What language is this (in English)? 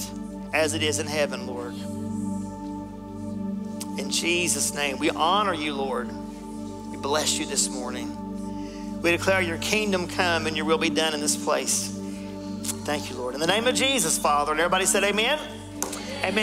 English